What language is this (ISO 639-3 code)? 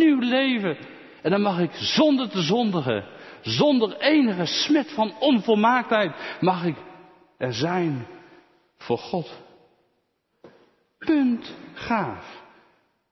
nld